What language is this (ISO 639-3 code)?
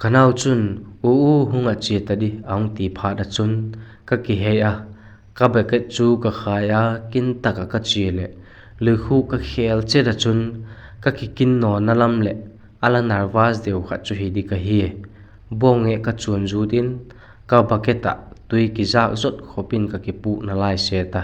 vap